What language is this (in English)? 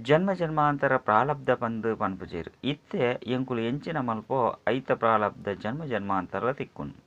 Tulu